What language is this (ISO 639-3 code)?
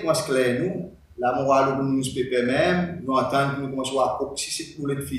crs